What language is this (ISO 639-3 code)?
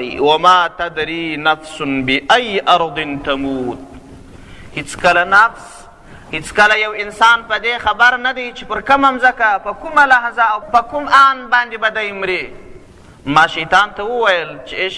pus